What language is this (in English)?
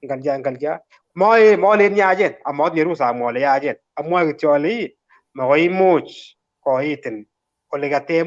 Kalenjin